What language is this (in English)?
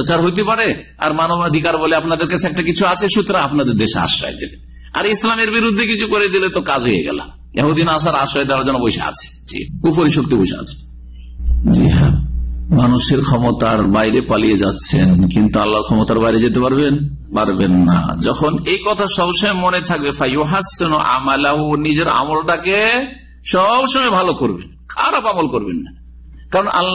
Bangla